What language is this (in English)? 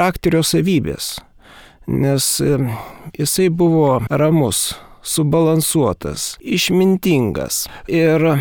Lithuanian